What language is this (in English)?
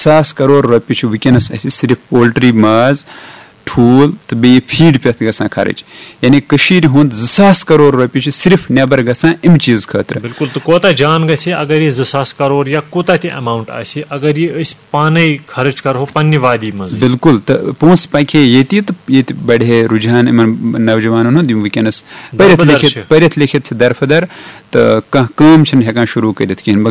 Kashmiri